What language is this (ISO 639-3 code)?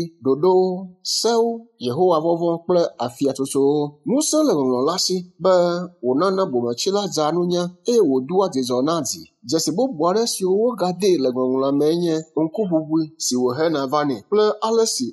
ewe